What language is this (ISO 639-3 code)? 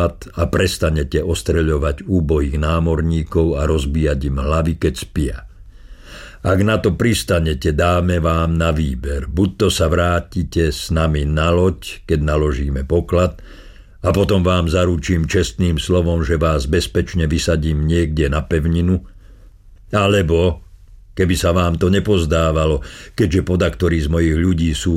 slk